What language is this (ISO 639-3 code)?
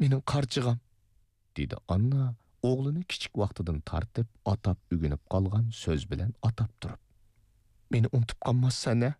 uig